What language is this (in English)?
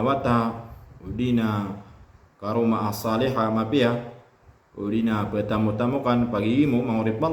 Maranao